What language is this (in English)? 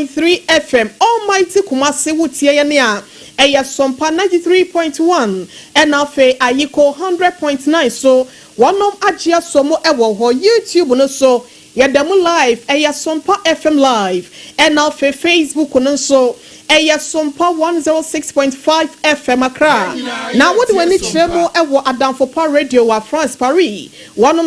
Akan